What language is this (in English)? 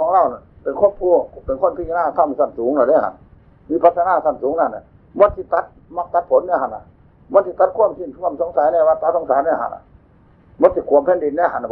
Northeastern Thai